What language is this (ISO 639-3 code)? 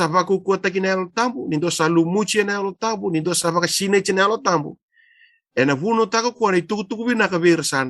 fij